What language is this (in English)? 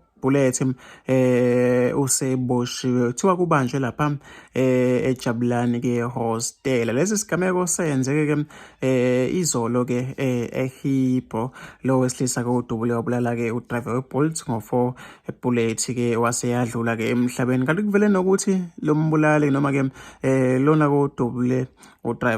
Zulu